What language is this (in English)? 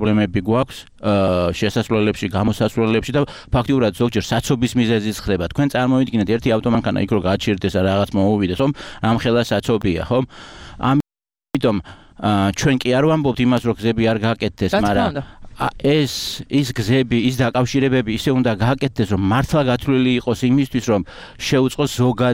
Georgian